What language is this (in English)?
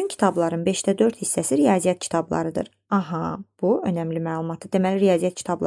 Azerbaijani